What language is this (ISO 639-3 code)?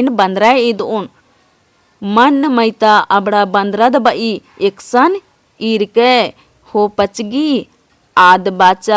kru